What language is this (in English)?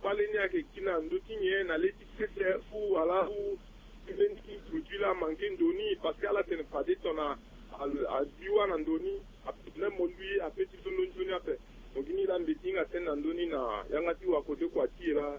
Sango